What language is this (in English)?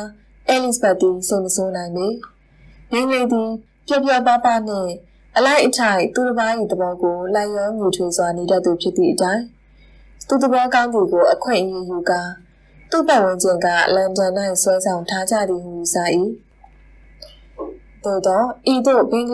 Burmese